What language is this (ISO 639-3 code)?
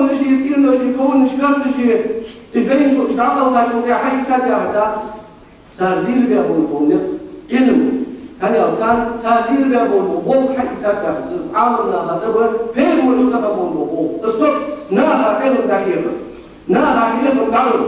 inh